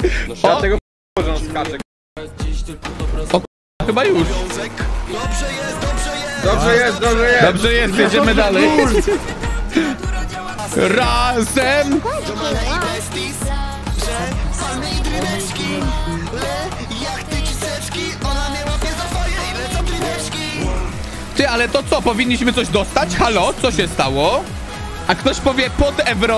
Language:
Polish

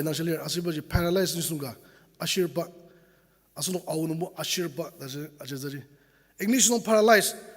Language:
Ao Naga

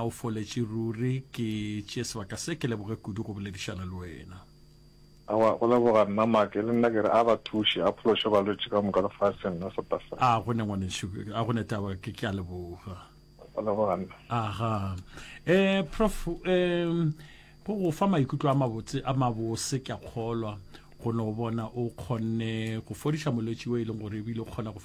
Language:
Northern Sotho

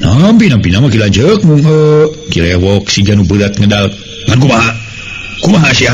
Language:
Sundanese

